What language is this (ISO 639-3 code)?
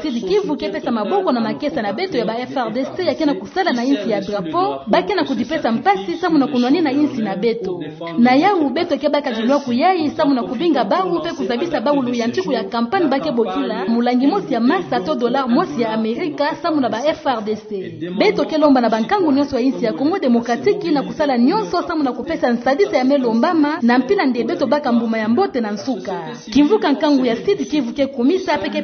ktu